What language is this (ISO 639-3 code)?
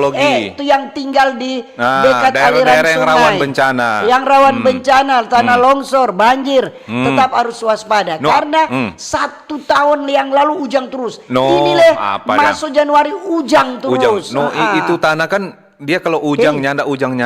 xmm